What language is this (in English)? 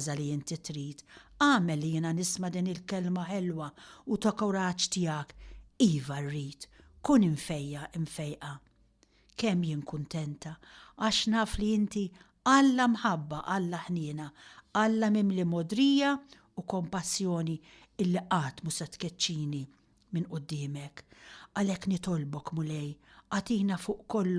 Maltese